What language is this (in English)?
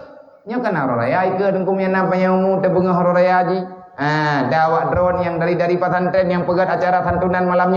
Achinese